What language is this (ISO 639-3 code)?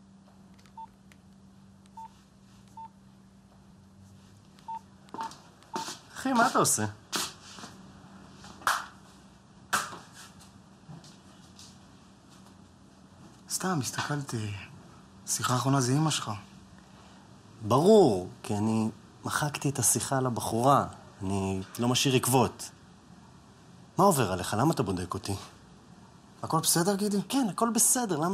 heb